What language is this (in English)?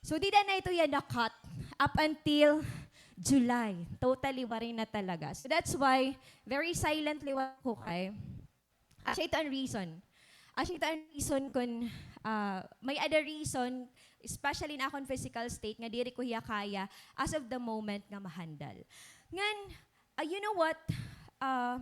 Waray